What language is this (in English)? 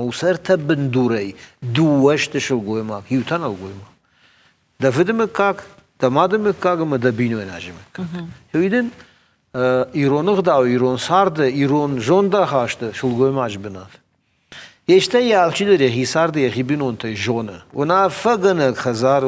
Ossetic